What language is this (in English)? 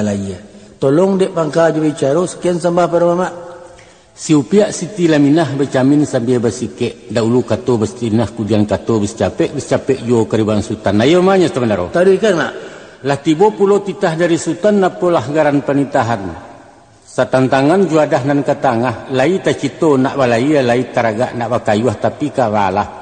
Minangkabau